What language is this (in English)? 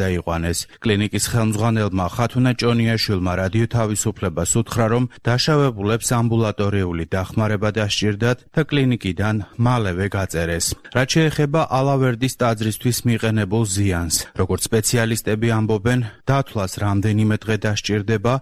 Georgian